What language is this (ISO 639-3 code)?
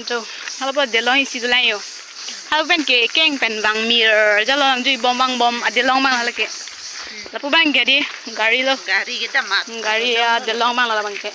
mjw